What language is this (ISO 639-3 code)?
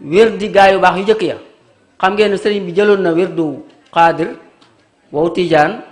wol